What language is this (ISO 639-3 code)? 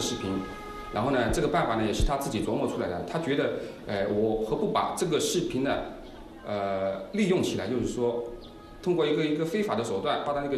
zho